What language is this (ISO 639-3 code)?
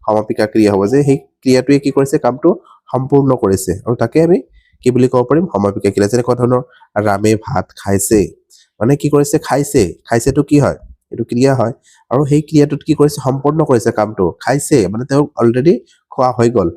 asm